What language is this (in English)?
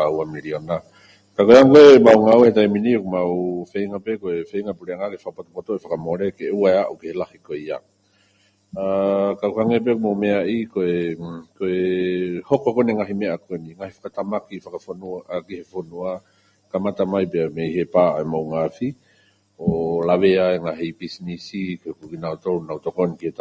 Tongan